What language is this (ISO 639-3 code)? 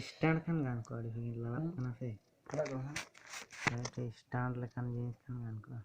sat